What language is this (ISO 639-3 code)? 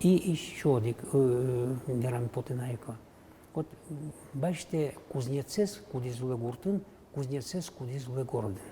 udm